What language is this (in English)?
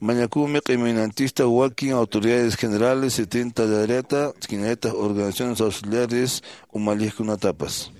Quechua